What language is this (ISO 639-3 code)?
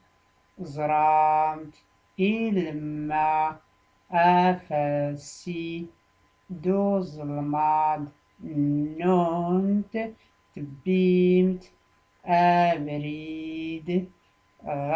shi